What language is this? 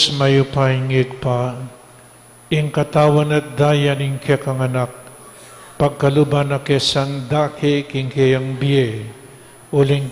Pampanga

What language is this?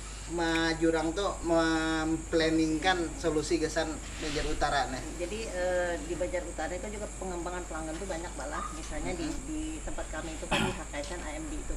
Banjar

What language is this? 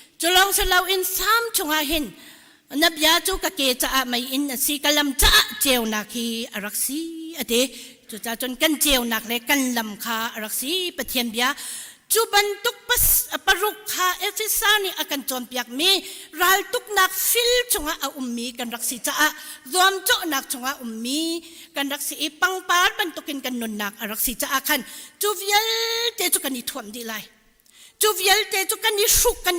Hakha Chin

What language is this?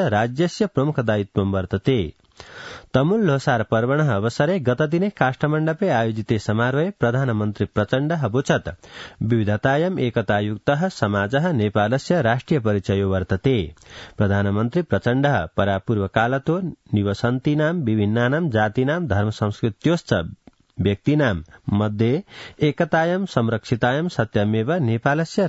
Sanskrit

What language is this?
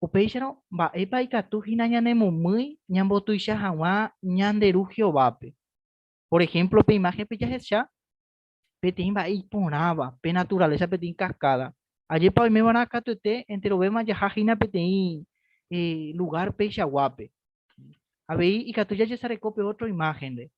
Guarani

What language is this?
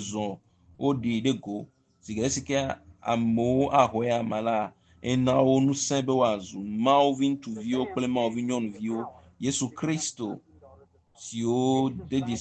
Ewe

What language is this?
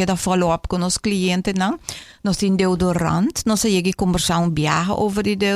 Papiamento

